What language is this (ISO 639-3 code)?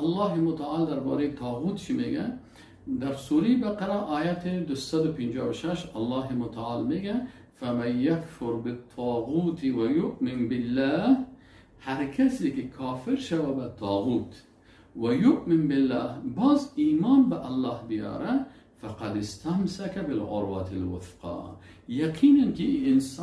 fas